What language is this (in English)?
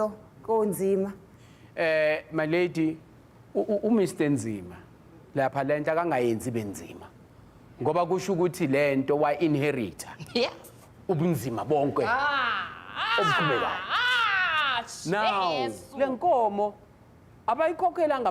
Zulu